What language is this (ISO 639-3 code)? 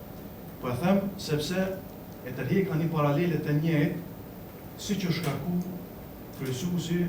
sqi